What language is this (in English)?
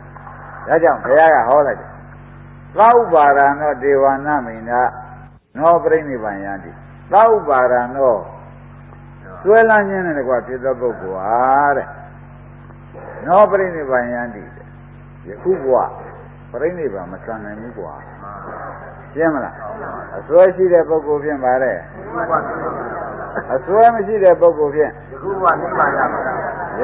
Burmese